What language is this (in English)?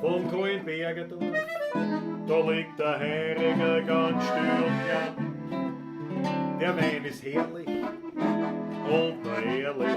Bavarian